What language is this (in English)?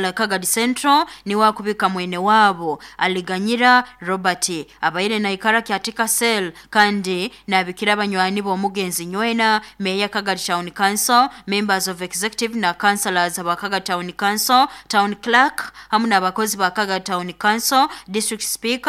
Nyoro